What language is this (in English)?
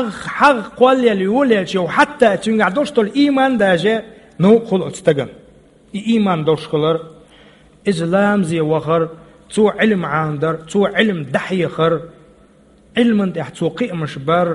Chechen